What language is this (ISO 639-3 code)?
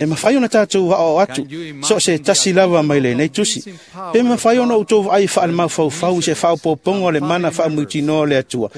smo